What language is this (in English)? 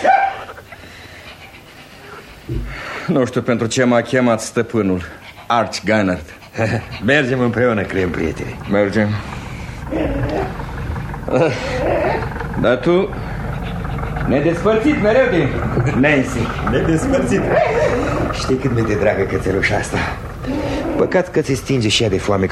Romanian